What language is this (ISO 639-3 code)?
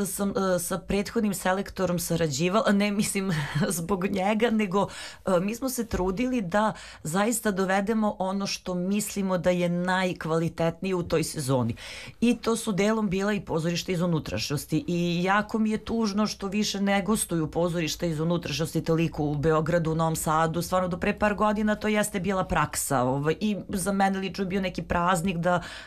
srp